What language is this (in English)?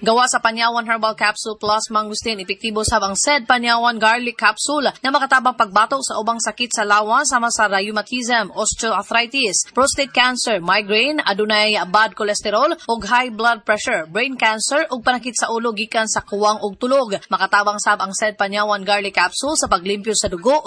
Cebuano